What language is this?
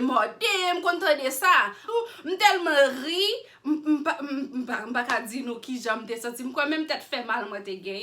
Haitian Creole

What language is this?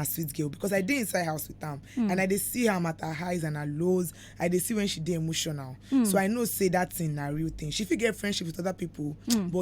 Nigerian Pidgin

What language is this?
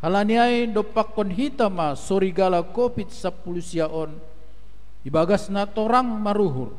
Batak Simalungun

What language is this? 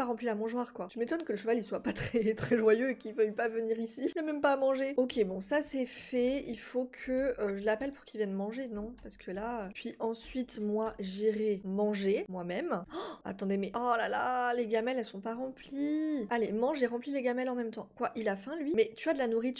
French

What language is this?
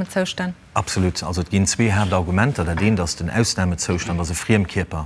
Luxembourgish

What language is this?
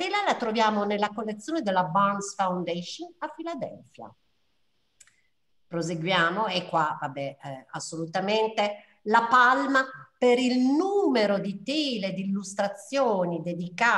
Italian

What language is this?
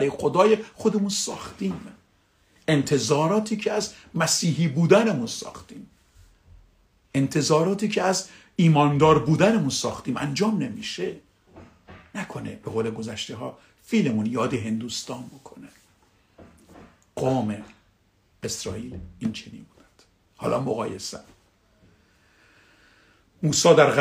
Persian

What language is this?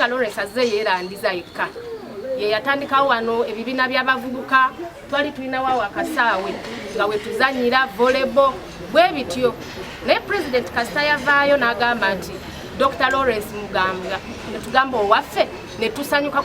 Ganda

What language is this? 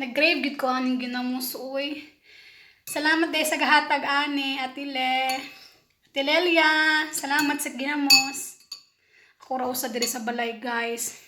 Cebuano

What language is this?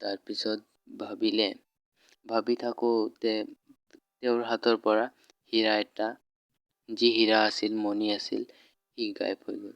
Assamese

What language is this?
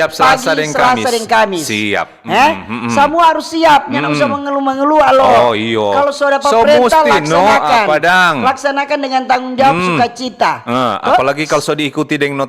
Manado Malay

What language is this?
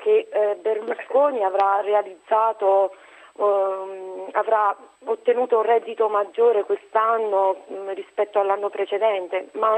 Italian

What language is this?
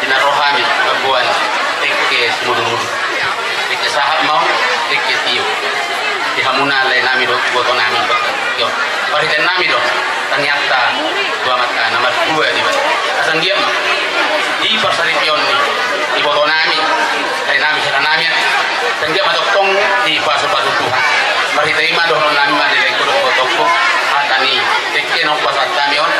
Batak Toba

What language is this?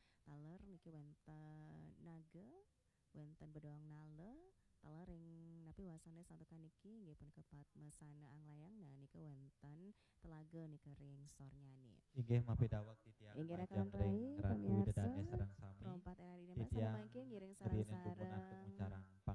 Balinese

